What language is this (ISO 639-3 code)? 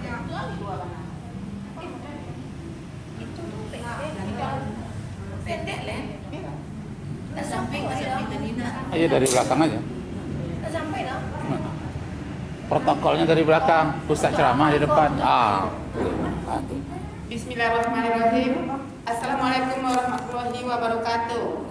ind